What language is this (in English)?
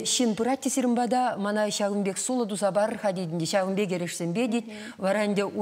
Chuvash